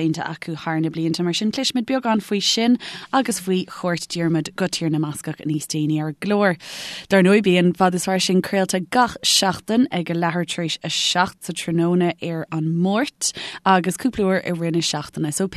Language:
Irish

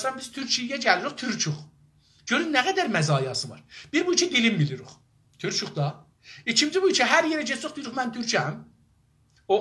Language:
South Azerbaijani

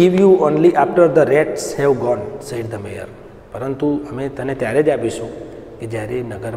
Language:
Gujarati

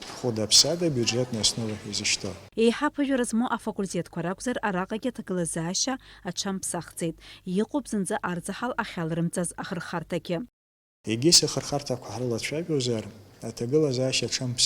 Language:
Abkhazian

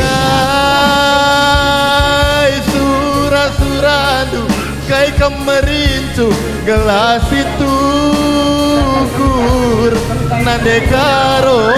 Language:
Batak Karo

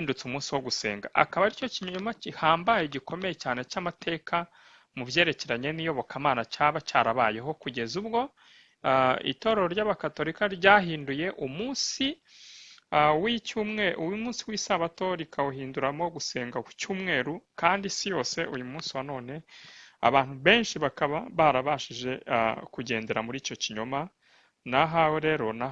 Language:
Kinyarwanda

